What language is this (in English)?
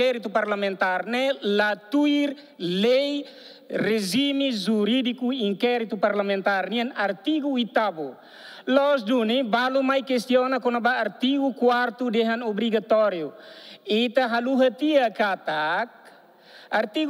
Tetum